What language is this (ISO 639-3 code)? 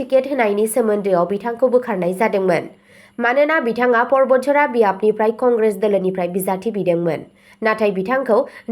brx